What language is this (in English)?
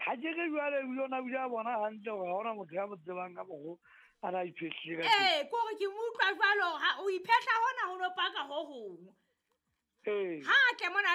Southern Sotho